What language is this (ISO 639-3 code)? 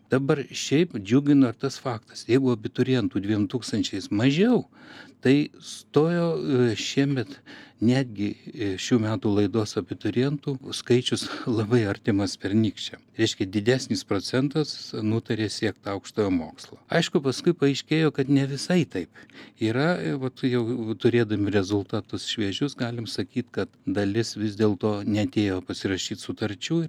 lit